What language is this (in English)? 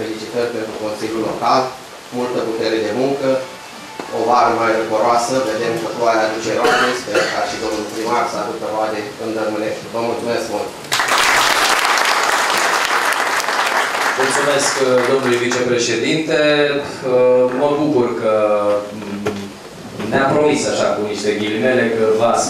Romanian